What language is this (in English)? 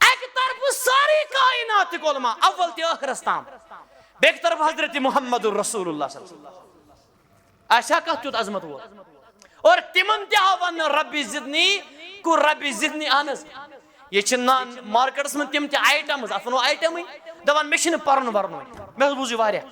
Kashmiri